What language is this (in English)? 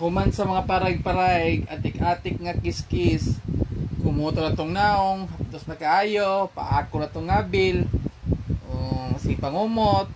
Cebuano